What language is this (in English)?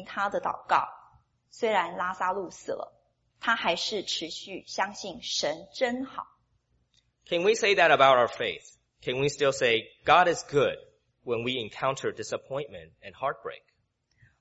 Chinese